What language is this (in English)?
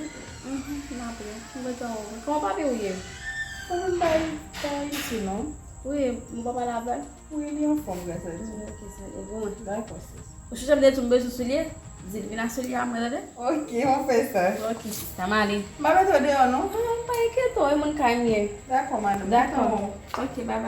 Haitian Creole